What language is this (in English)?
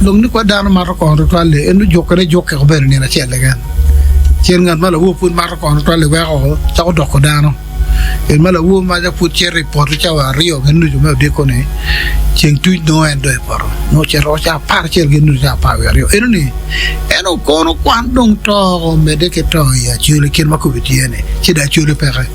Acoli